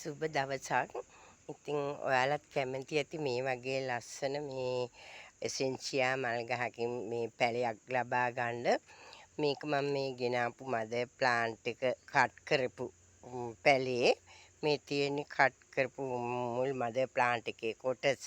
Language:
Sinhala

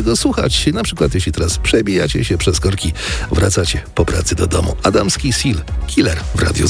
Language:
Polish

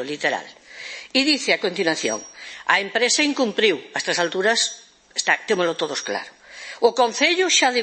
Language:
Galician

